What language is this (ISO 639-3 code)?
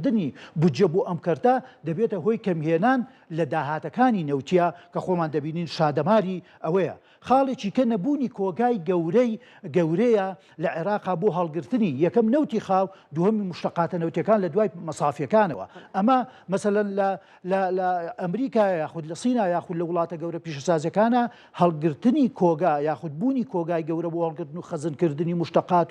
ckb